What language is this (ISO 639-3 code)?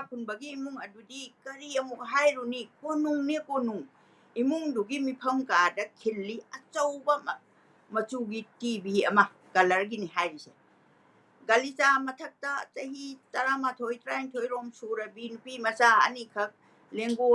mni